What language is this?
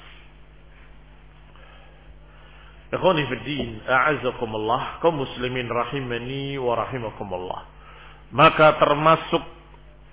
Indonesian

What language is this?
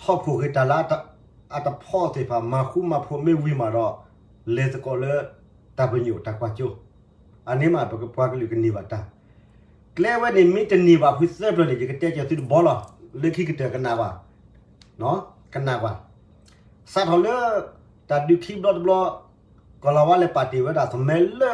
S'gaw Karen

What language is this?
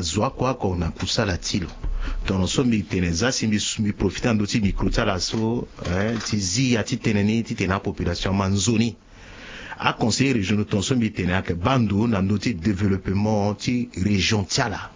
Sango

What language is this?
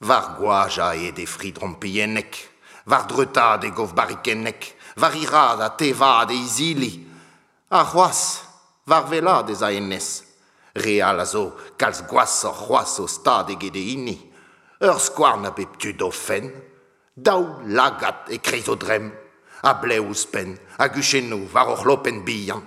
Breton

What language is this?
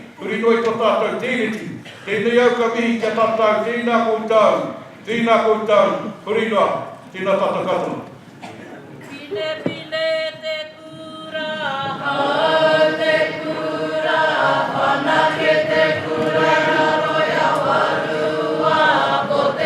Māori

